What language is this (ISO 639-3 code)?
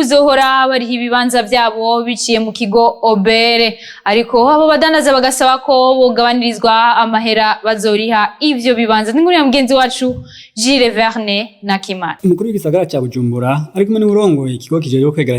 run